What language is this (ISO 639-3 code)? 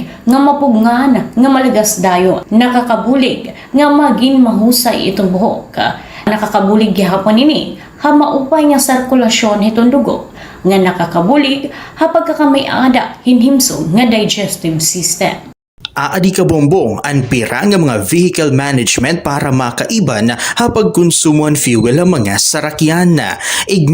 war